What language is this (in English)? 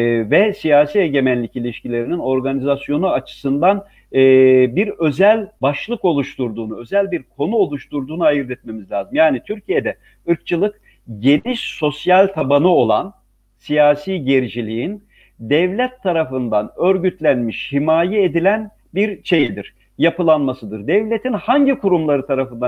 Turkish